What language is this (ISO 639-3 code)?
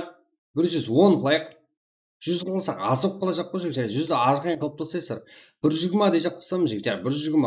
kaa